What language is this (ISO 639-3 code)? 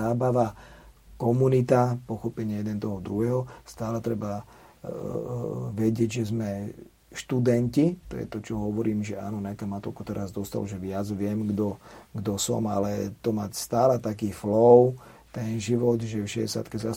slk